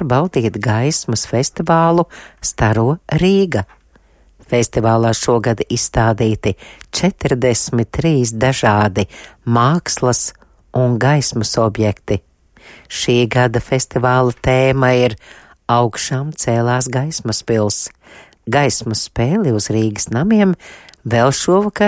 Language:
Latvian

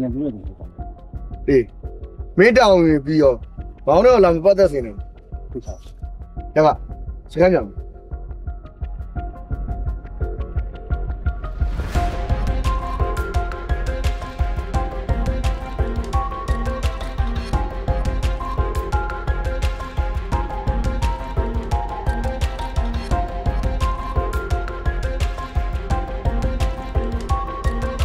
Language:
Burmese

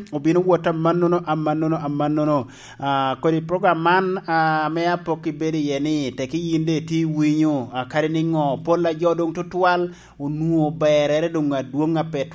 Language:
Lango (Uganda)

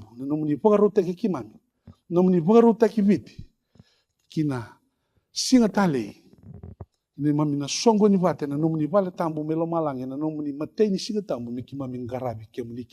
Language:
Fijian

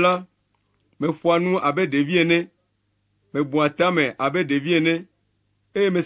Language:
Ewe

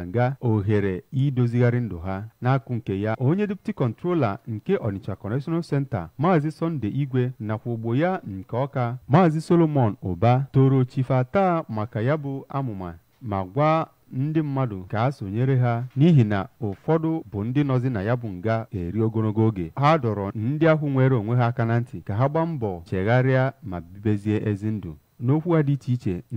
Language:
Igbo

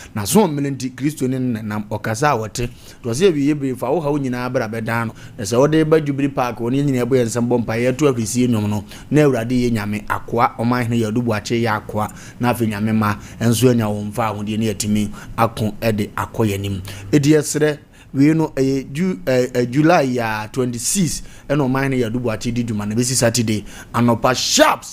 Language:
Akan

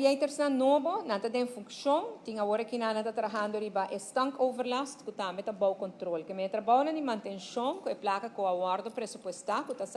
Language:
Papiamento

